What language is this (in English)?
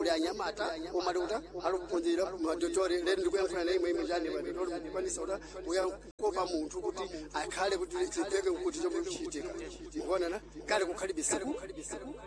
Sena